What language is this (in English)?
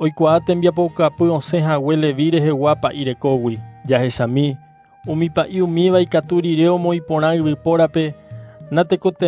Guarani